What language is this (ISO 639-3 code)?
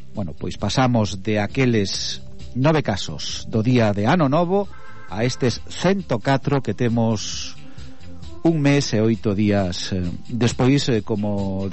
glg